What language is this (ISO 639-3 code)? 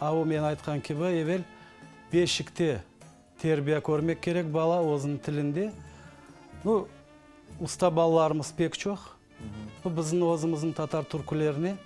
crh